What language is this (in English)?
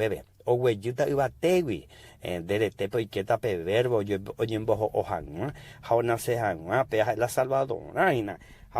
Guarani